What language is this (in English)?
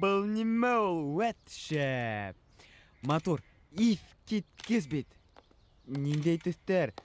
Bashkir